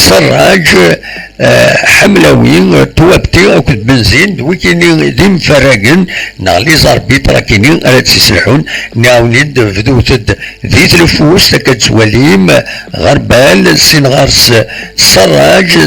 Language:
Kabyle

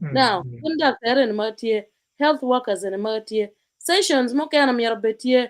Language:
Acoli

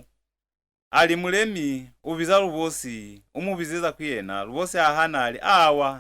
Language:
Lozi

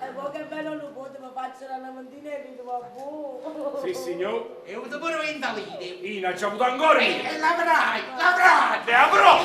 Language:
Neapolitan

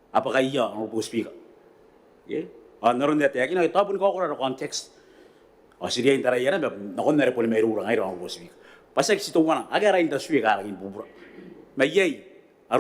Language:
Gilbertese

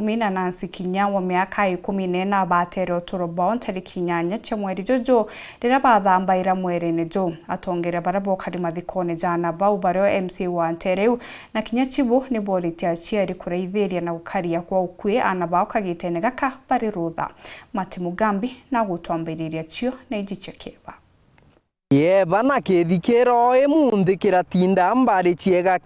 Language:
Meru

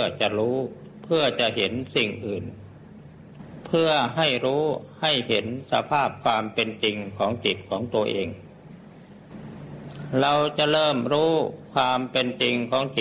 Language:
Thai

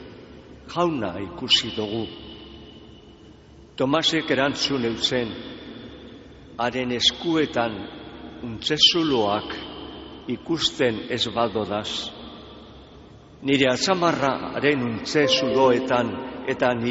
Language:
Basque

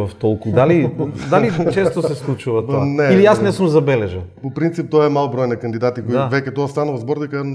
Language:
Macedonian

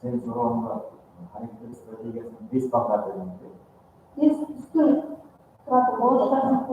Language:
Kara-Kalpak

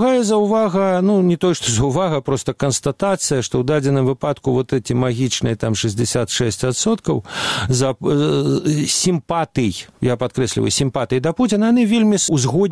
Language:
Belarusian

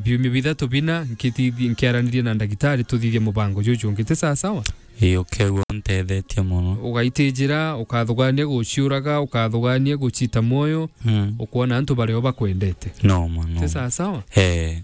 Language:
Meru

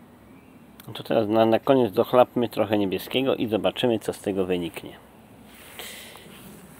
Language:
Polish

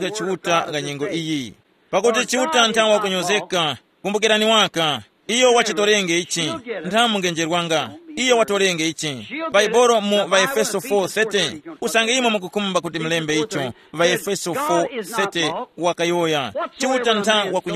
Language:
Tumbuka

